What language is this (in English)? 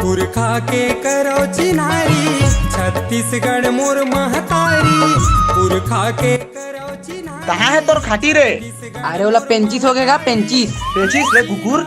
Chhattisgarhi